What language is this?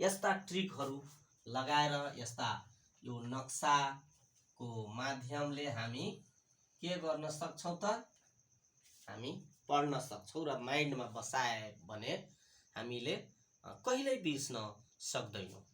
Nepali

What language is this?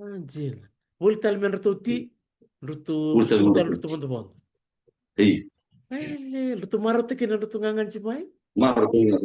Fijian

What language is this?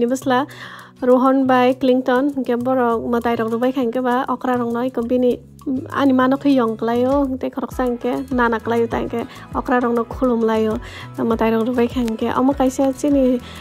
Kok Borok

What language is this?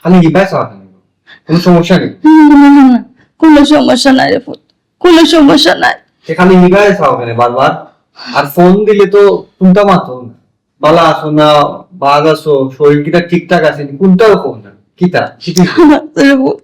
Sylheti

